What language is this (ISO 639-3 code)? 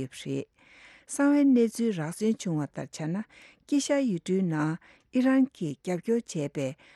bod